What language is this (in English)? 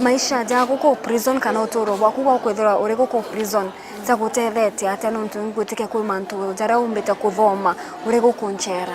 Meru